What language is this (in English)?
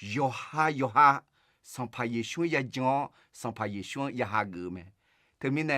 Akha